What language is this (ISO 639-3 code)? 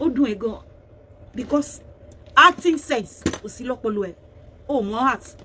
yor